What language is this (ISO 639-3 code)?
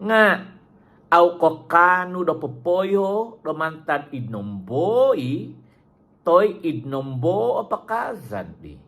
dtp